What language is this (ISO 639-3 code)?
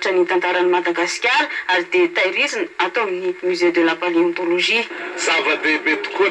mlg